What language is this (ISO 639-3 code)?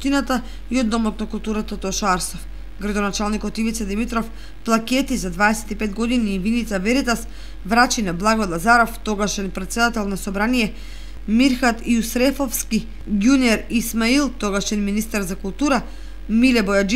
mkd